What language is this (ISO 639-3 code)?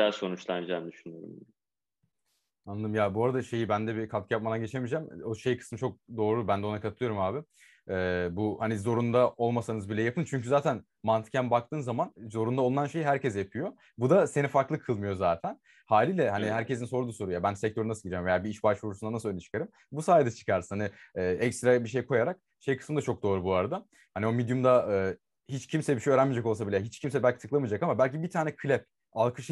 tur